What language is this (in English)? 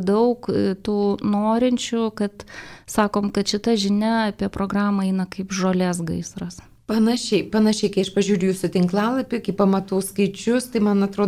Lithuanian